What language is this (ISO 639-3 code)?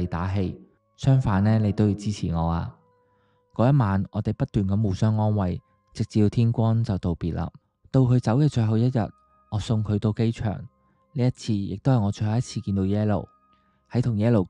yue